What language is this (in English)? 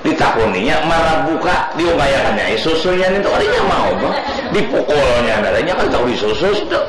Banjar